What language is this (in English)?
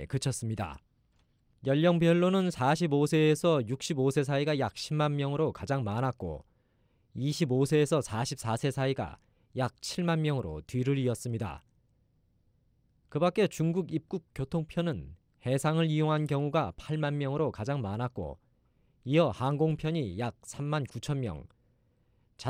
Korean